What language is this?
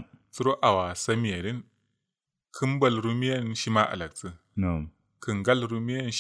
Kanuri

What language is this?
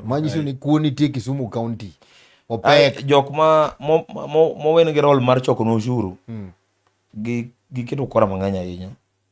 Luo (Kenya and Tanzania)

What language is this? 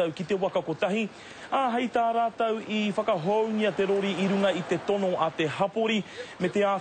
Māori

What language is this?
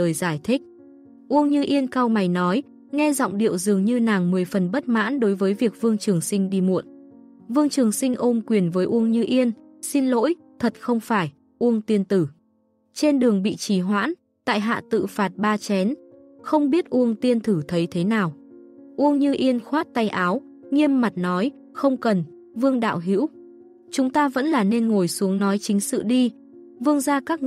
Vietnamese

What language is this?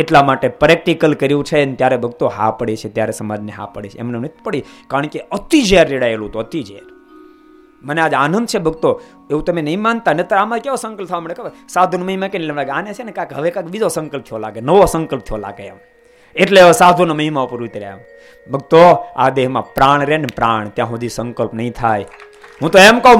Gujarati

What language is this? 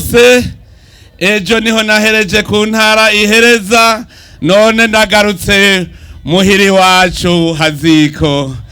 Rundi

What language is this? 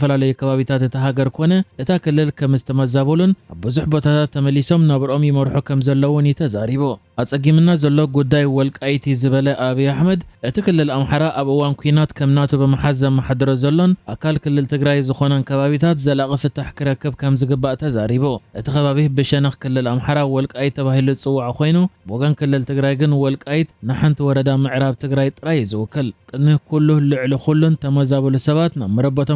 Tigrinya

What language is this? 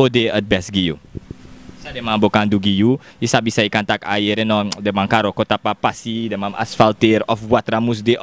Sranan Tongo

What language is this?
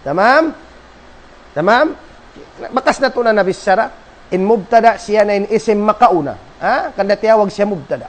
Tausug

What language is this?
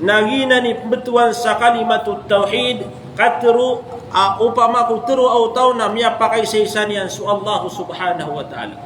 Maranao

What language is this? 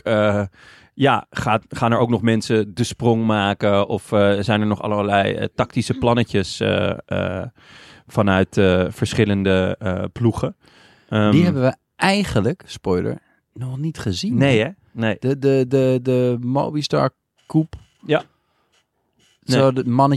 Dutch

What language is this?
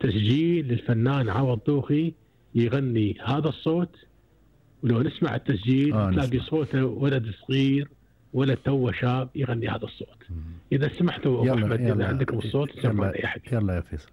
Gulf Arabic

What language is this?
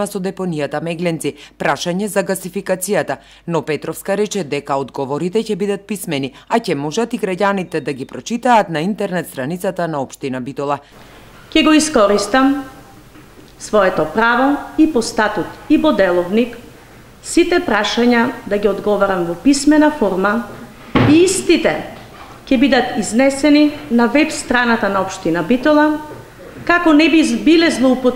Macedonian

